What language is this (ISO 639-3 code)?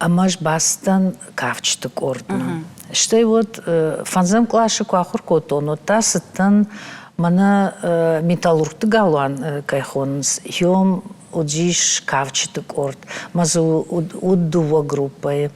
oss